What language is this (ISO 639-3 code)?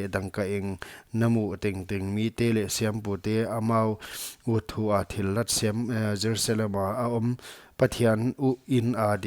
pck